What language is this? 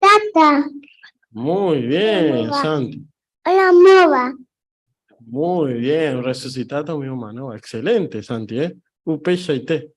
Guarani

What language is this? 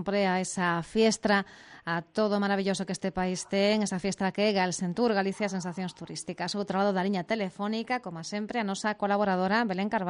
Galician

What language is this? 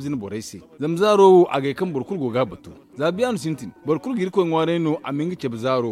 Zarma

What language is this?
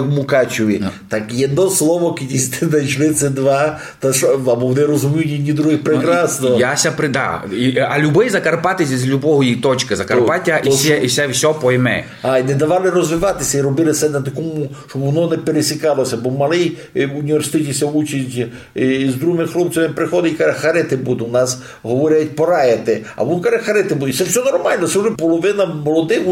Rusyn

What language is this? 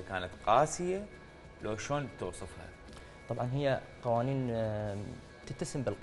Mesopotamian Arabic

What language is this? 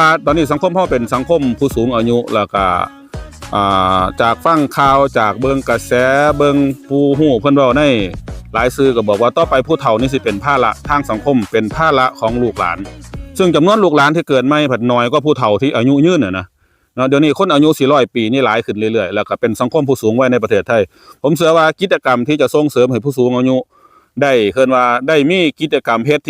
Northeastern Thai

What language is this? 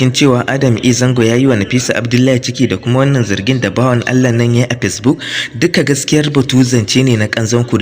Hausa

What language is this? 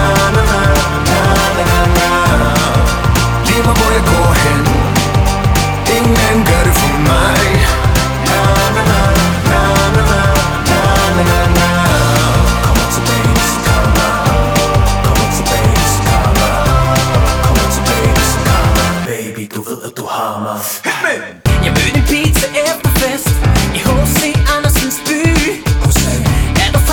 Danish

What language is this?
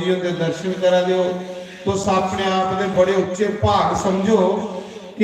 Dogri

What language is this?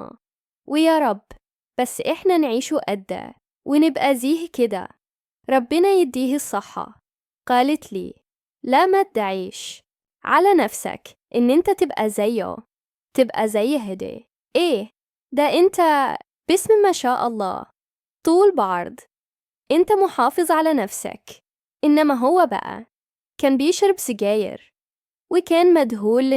Egyptian Arabic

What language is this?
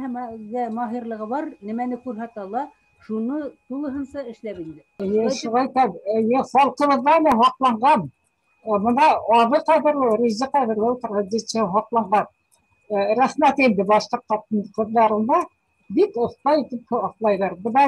Bashkir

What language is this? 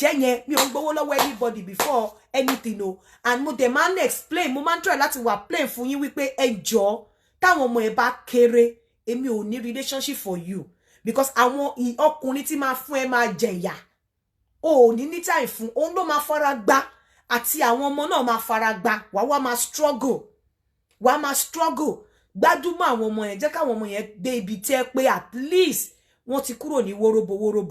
Yoruba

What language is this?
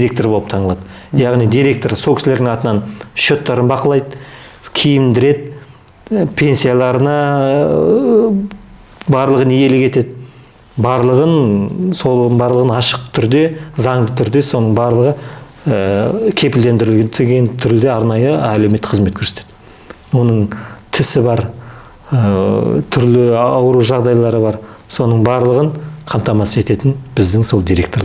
Kazakh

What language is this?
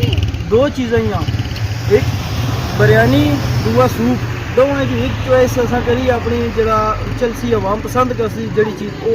Pahari-Potwari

